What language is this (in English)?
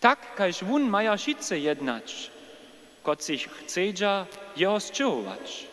Upper Sorbian